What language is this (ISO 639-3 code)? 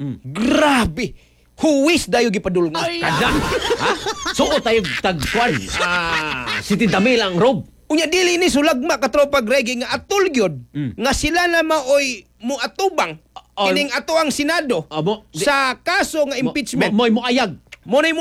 ceb